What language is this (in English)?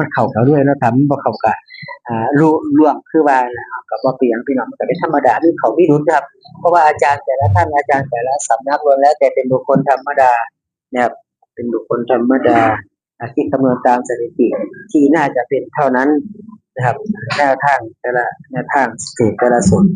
Northeastern Thai